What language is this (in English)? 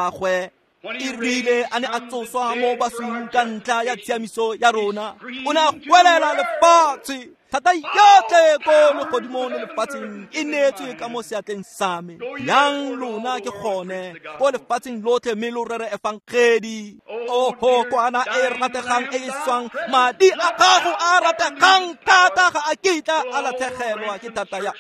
Tswana